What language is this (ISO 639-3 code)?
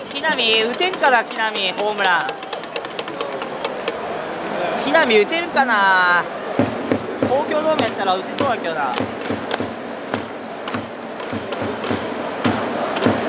jpn